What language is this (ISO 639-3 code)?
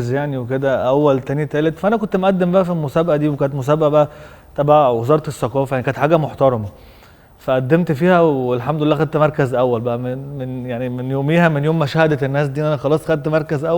arz